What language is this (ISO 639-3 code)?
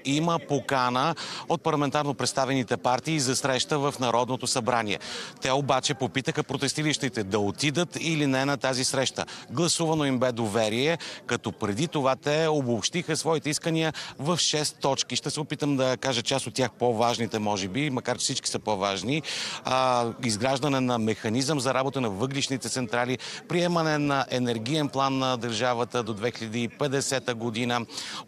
bul